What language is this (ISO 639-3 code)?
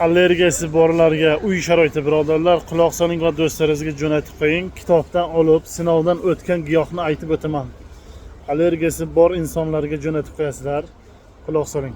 uzb